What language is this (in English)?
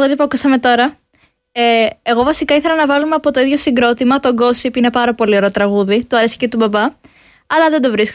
Greek